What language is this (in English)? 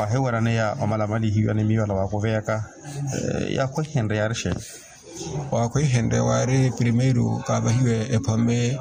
Makhuwa